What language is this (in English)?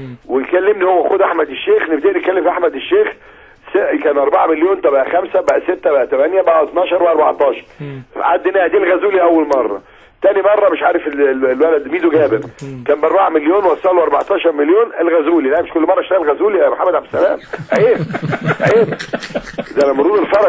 Egyptian Arabic